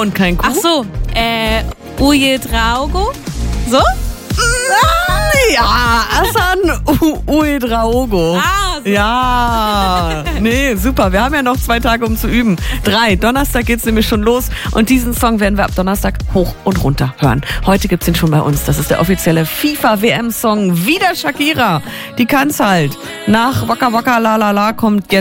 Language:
German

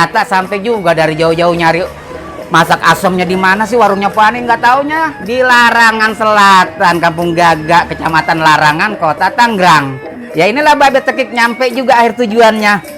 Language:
Betawi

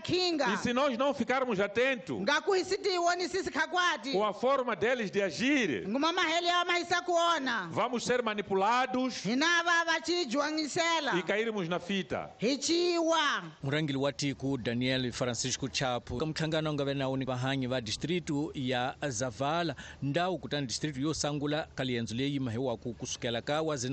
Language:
Tsonga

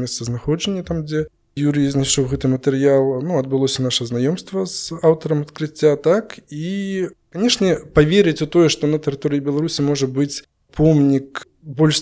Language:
Belarusian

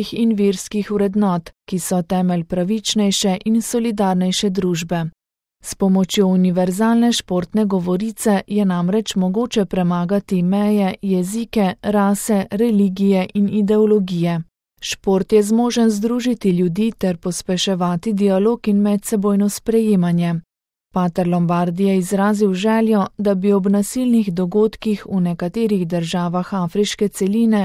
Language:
Slovenian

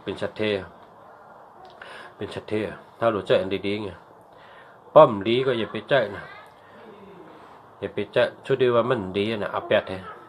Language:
Shan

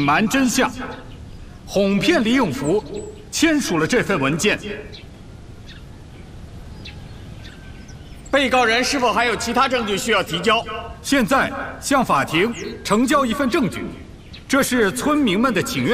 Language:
Chinese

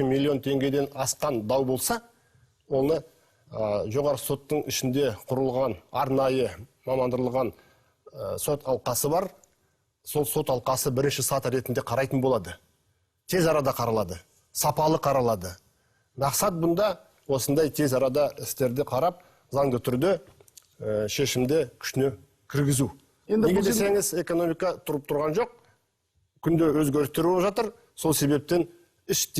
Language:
Kazakh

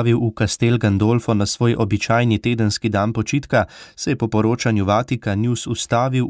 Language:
Slovenian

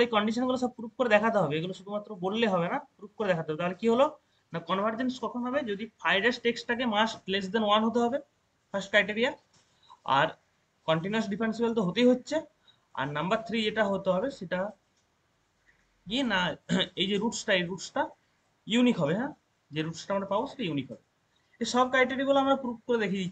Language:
Bangla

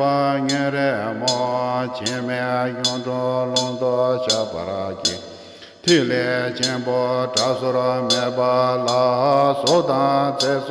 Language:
Tibetan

